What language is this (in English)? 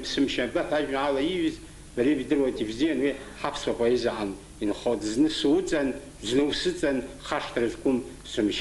Abkhazian